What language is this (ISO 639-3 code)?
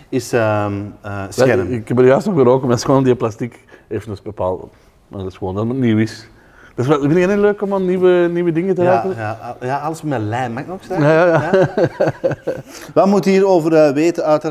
nld